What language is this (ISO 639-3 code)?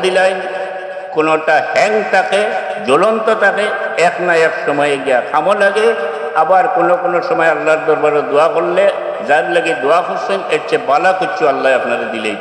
syl